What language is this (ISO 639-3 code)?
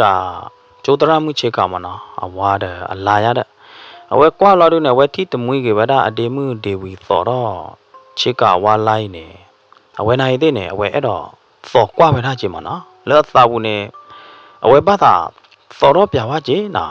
ksw